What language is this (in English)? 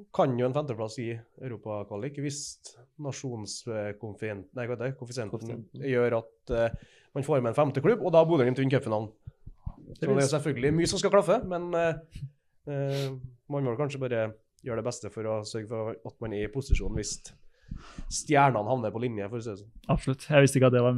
Norwegian